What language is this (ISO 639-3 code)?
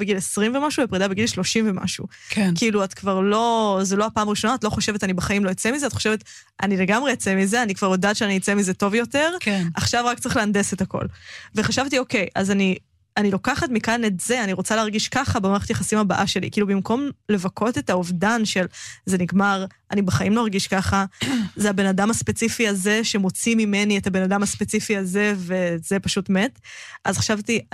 heb